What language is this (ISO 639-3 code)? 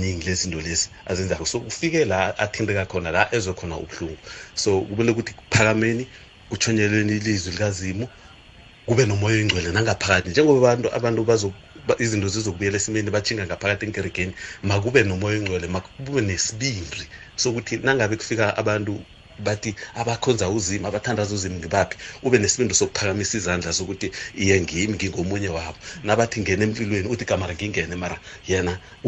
nbl